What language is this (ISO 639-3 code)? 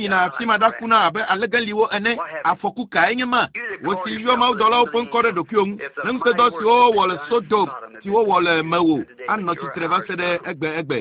ewe